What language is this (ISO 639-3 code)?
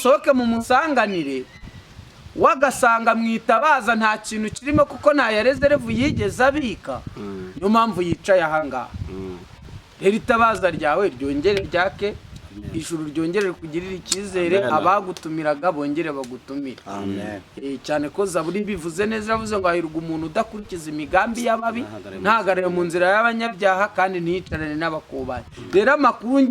kin